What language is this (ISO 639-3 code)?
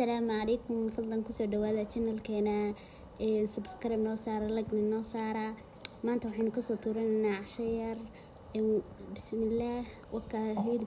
som